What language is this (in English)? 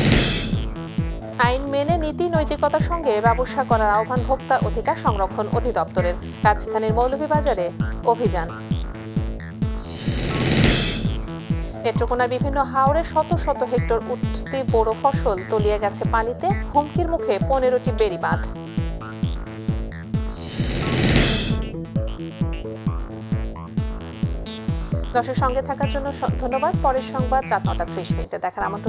Bangla